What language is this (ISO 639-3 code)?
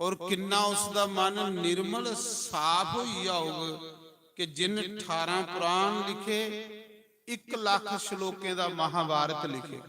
doi